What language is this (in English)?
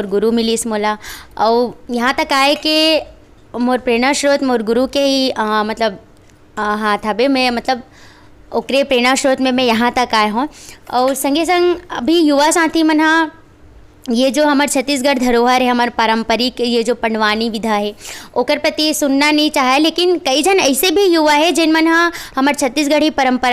Chhattisgarhi